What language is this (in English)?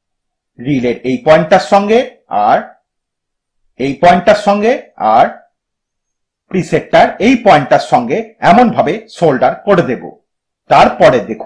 Bangla